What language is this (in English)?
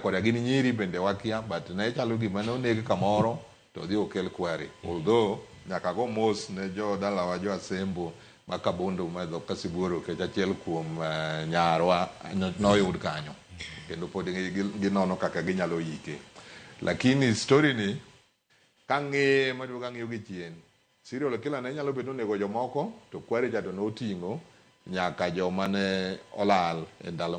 Luo (Kenya and Tanzania)